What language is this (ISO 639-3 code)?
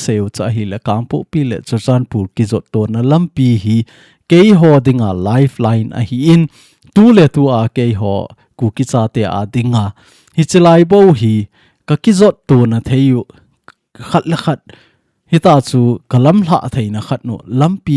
tcz